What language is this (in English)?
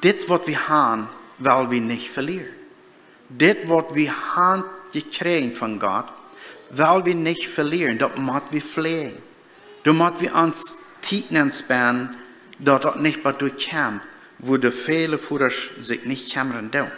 Plautdietsch